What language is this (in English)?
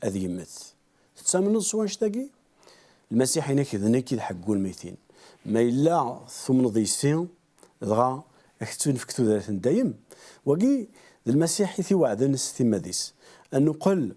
Kabyle